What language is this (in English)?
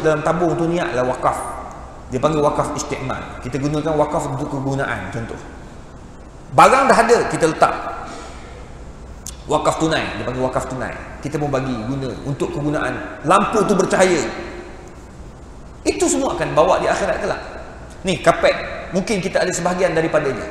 Malay